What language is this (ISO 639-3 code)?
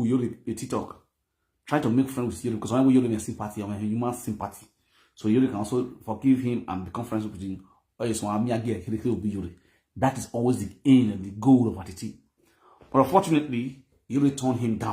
pcm